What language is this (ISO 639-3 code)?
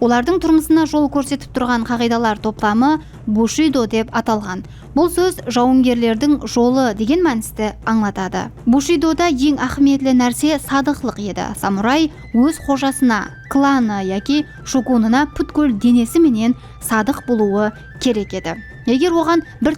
kaa